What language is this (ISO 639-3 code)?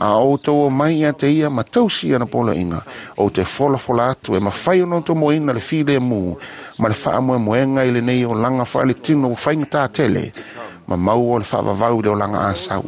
smo